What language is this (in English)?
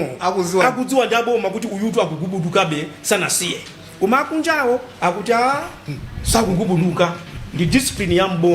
Nyanja